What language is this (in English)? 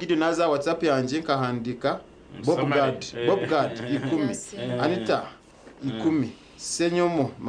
Nyankole